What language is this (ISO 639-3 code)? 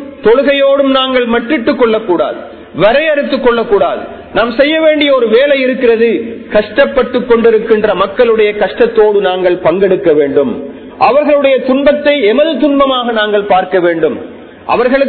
tam